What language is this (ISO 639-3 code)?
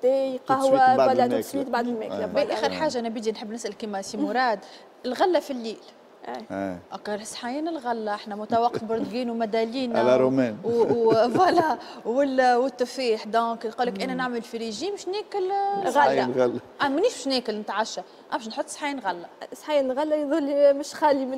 aeb